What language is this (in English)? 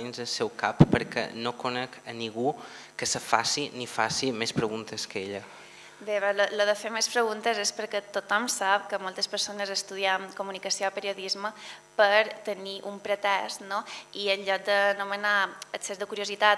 Catalan